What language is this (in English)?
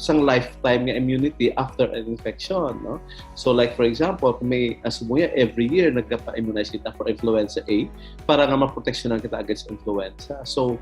Hiligaynon